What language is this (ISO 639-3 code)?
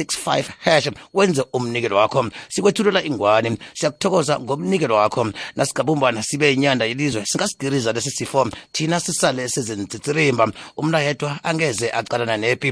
nbl